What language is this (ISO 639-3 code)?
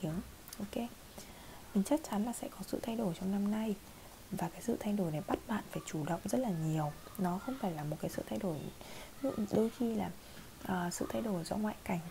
vie